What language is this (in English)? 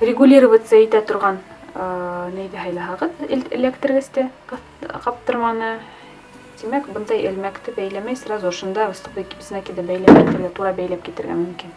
Bashkir